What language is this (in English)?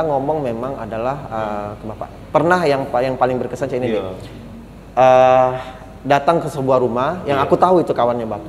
Musi